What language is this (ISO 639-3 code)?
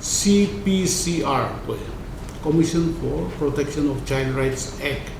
nag